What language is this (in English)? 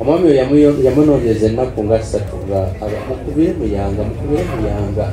Ganda